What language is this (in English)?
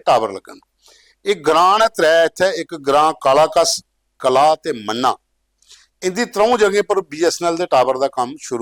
Dogri